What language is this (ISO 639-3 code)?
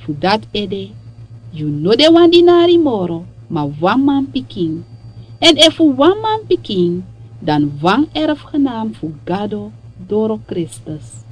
srn